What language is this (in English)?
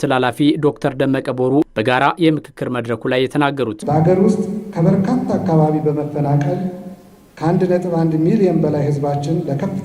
Amharic